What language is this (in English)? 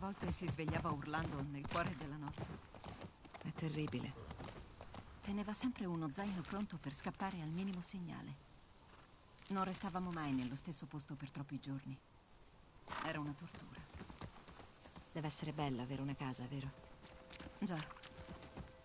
Italian